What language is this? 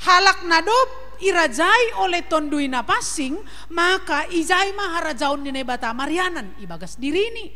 Batak Simalungun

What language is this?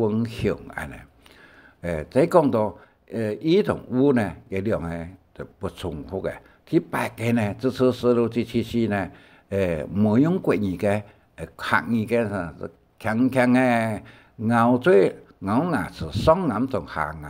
Hakka Chinese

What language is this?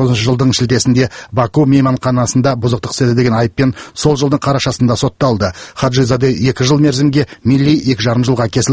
Kazakh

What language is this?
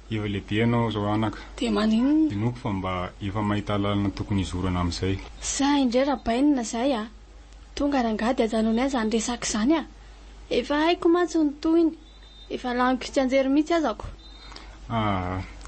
Malagasy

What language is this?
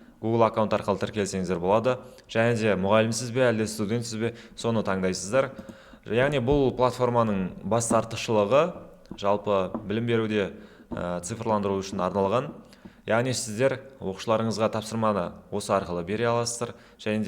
Kazakh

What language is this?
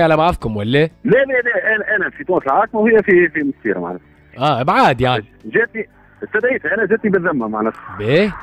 Tunisian Arabic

